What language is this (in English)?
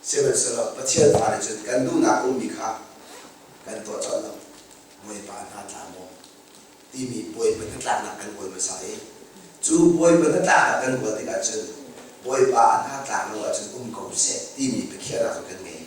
Hakha Chin